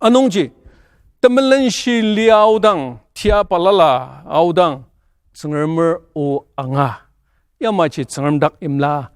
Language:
Ao Naga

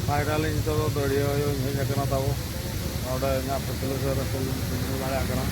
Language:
Santali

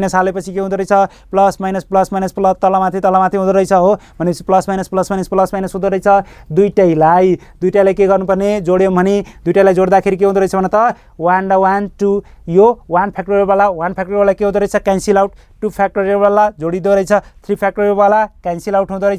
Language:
Nepali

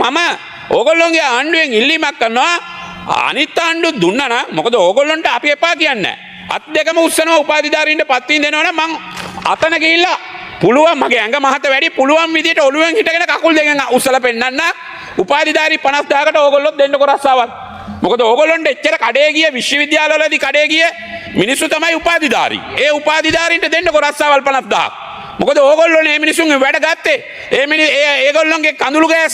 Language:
Sinhala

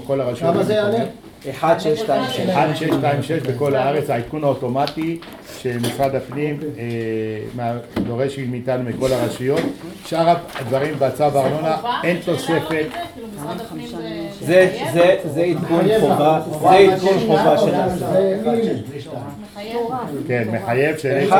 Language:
Hebrew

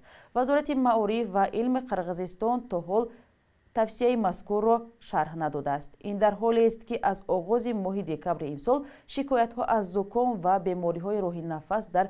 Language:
Tajik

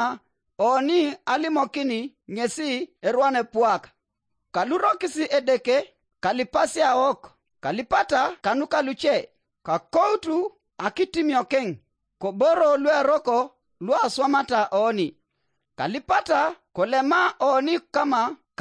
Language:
Teso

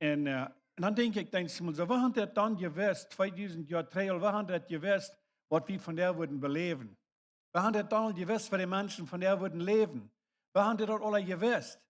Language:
Plautdietsch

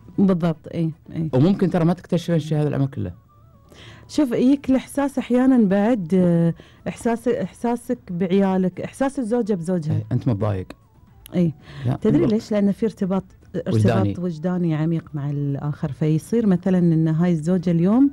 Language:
Gulf Arabic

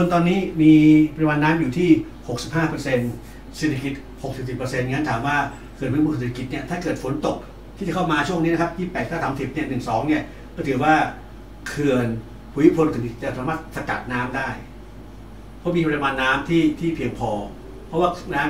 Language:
Thai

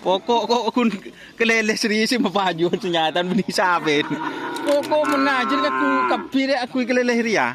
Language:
Madurese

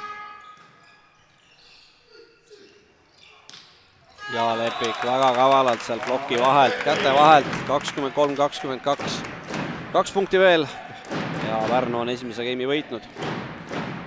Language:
Estonian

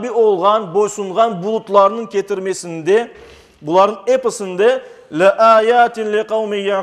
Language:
Crimean Tatar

